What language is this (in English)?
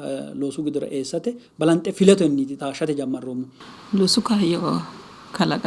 Sidamo